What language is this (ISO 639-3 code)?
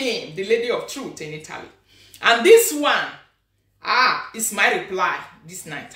pcm